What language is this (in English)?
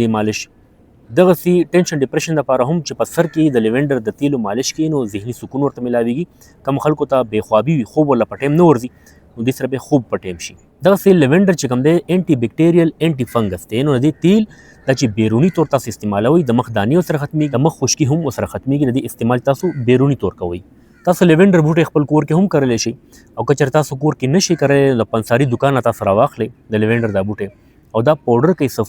Pashto